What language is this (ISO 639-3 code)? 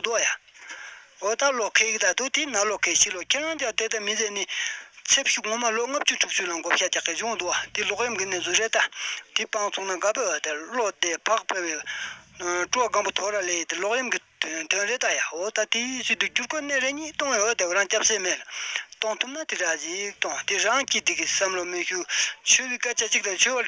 bod